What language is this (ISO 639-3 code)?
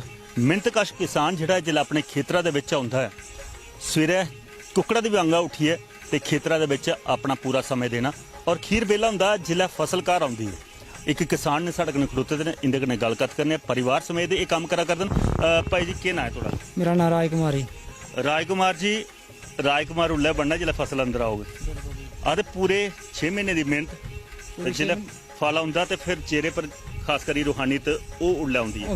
doi